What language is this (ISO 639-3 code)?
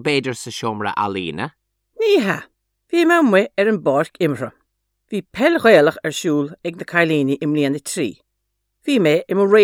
gle